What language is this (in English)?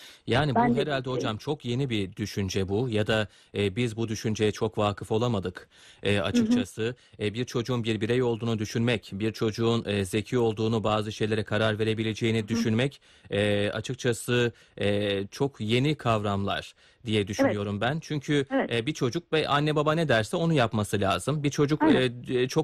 Turkish